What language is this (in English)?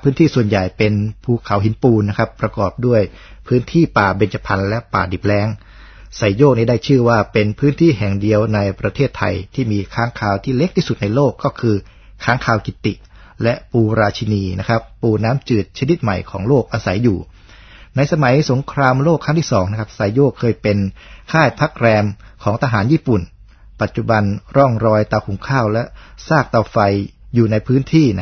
Thai